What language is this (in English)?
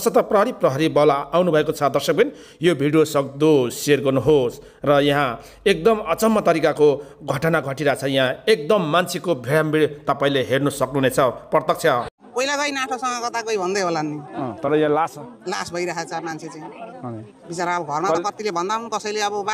Nepali